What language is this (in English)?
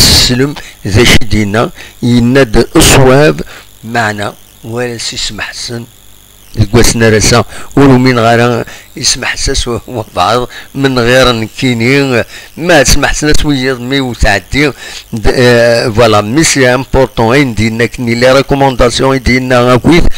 Kabyle